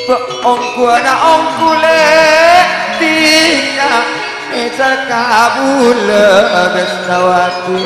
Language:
Madurese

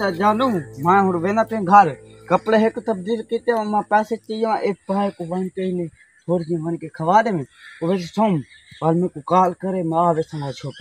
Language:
Saraiki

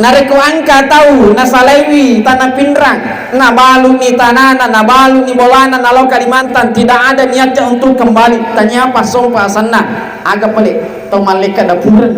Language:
Buginese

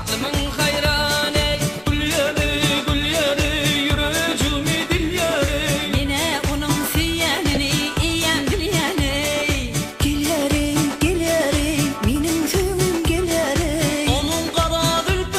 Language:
Turkmen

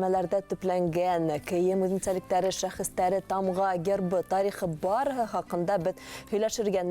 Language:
Bashkir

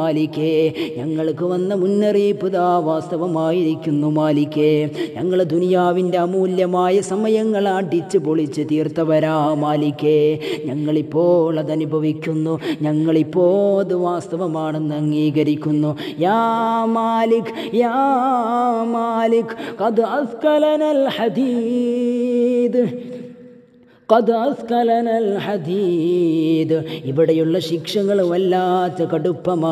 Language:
Malayalam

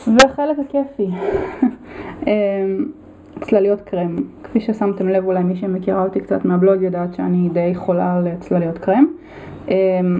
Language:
Hebrew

